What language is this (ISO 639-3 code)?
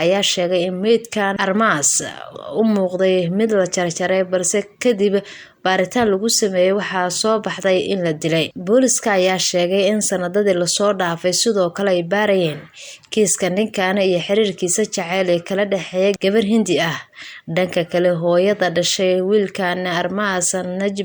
som